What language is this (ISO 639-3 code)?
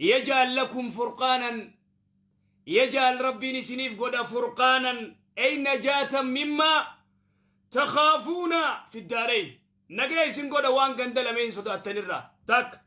orm